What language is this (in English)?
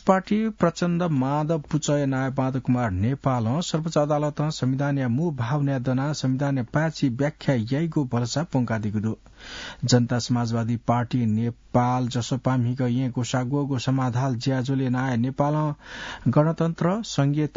Newari